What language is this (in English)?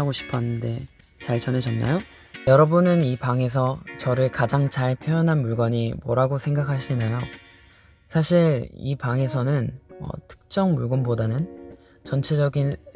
Korean